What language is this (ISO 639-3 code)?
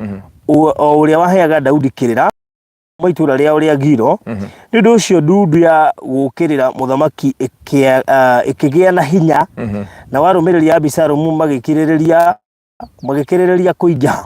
kik